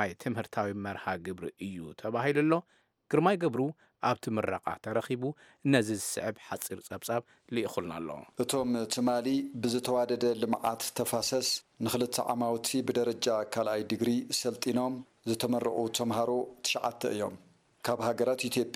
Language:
Tigrinya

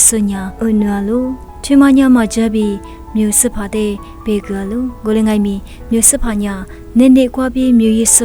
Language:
Lisu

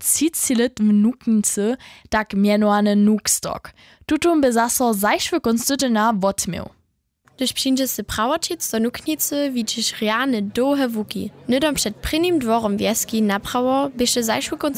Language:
Upper Sorbian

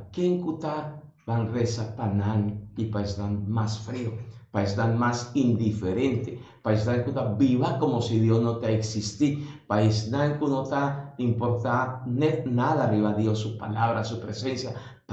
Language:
Papiamento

